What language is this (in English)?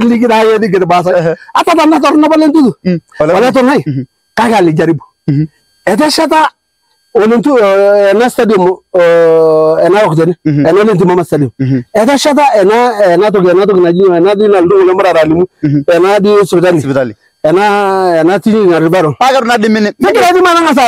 Masai